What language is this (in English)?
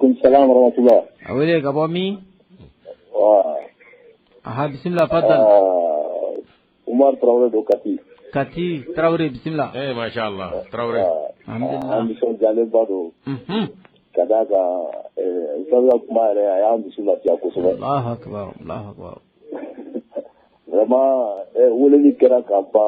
Bambara